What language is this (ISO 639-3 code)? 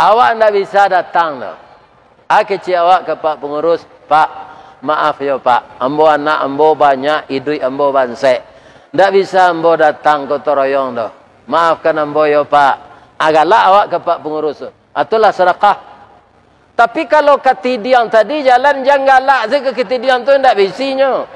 min